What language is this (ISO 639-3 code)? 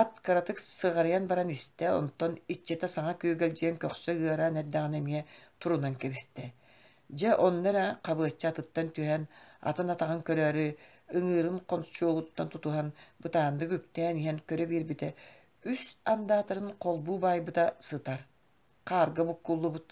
sah